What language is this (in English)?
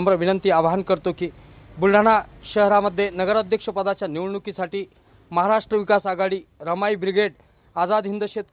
Marathi